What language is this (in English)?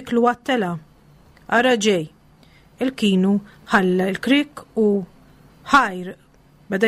Maltese